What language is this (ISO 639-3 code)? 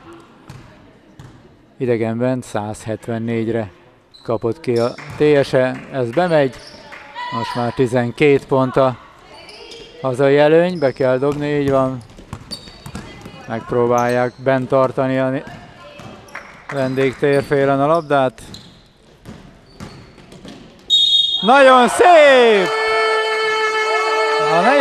hun